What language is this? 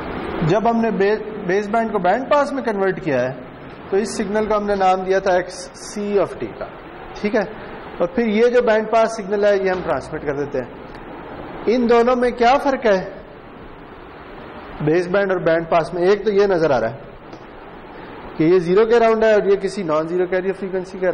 Urdu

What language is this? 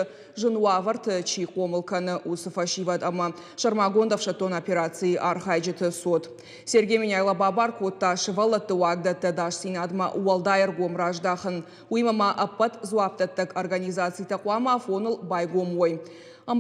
Ossetic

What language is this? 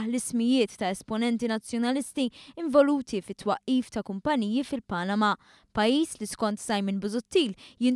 Maltese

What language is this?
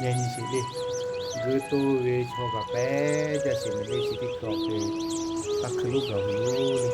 Lahu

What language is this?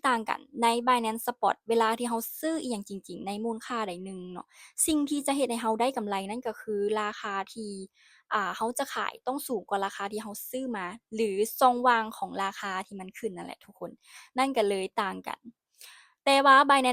Lao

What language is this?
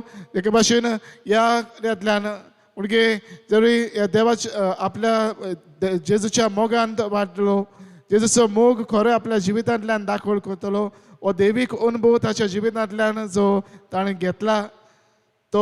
Konkani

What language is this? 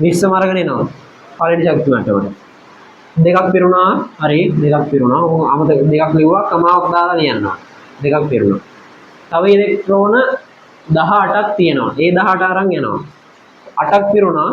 Sinhala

